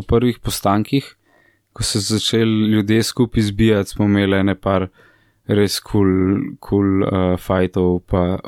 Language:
Slovenian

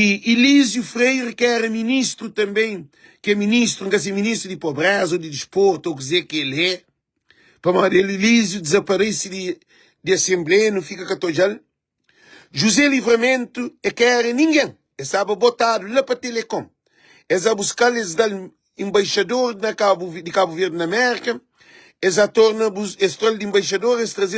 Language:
Kabuverdianu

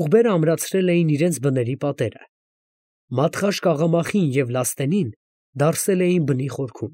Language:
Armenian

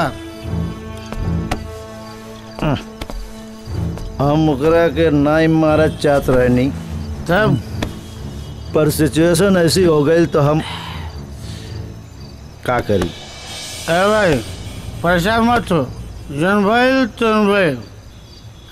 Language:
Bhojpuri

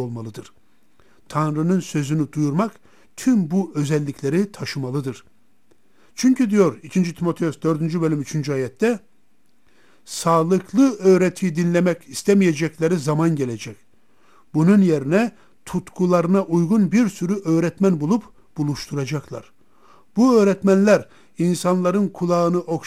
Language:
Turkish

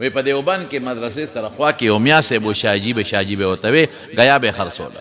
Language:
Pashto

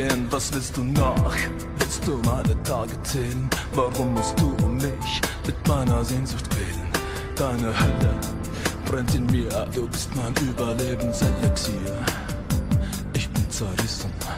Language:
German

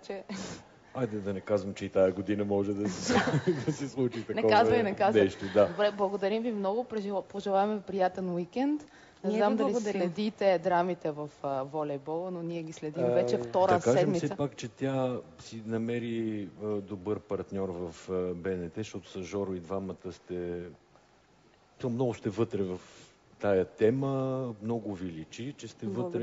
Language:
Bulgarian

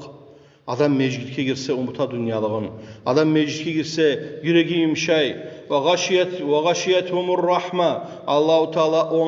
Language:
Kumyk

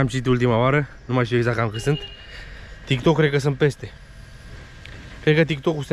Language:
Romanian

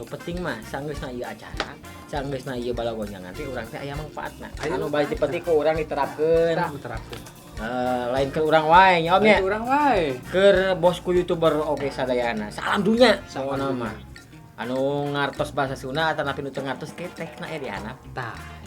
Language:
Sundanese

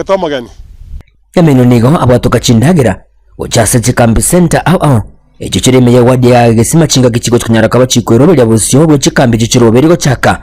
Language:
Gusii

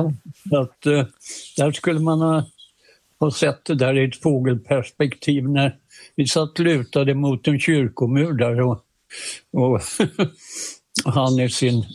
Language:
Swedish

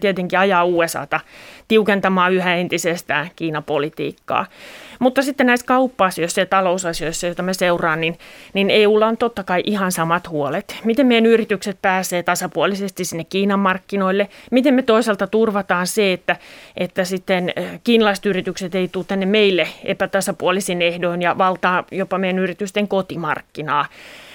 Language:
Finnish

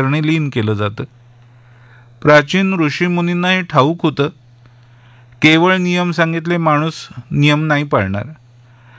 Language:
Marathi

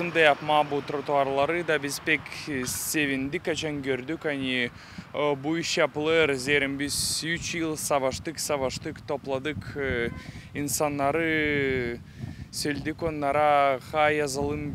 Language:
Gagauz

